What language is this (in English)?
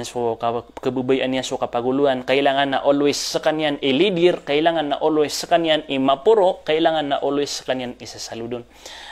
Maranao